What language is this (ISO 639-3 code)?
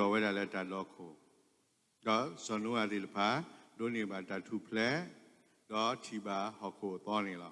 ksw